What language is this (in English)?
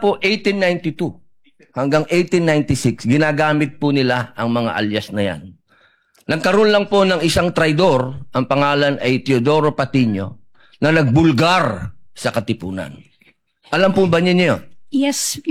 Filipino